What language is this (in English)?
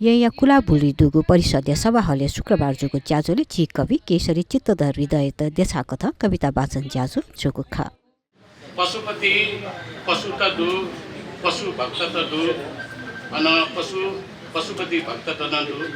Newari